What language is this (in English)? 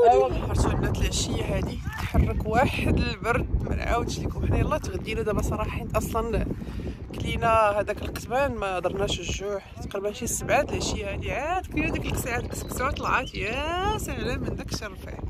Moroccan Arabic